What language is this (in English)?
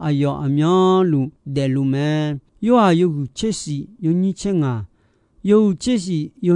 Akha